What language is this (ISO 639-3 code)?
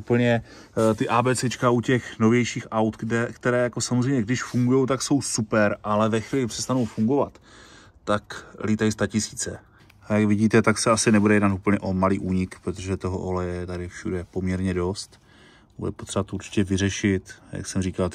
ces